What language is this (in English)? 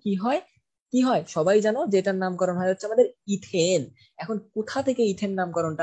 Bangla